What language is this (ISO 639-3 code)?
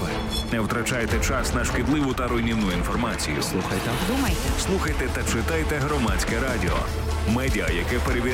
ukr